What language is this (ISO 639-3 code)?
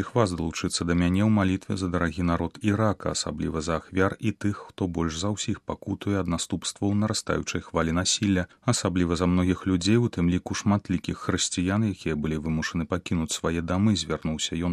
bel